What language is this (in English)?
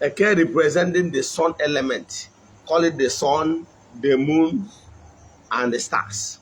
Igbo